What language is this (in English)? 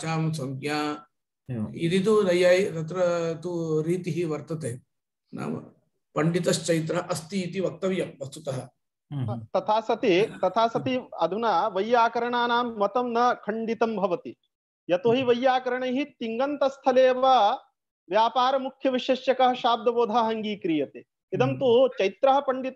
Sanskrit